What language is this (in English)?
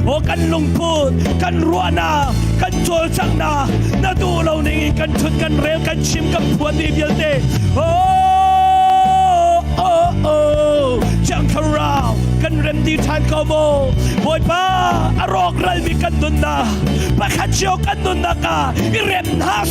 Hakha Chin